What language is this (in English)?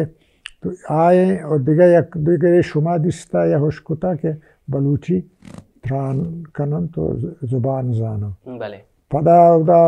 Baluchi